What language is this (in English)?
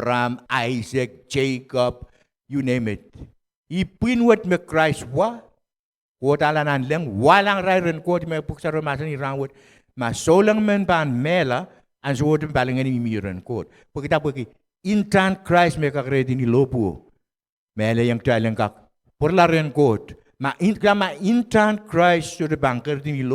Pohnpeian